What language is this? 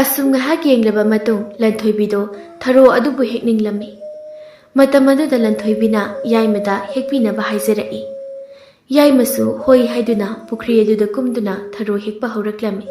Manipuri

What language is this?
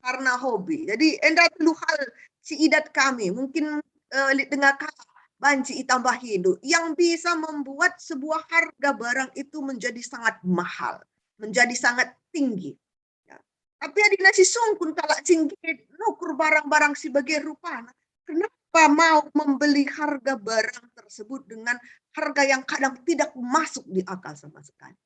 Batak Karo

